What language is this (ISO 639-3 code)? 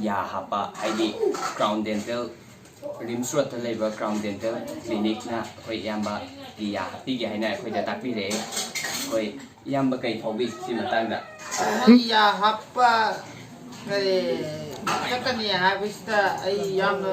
mni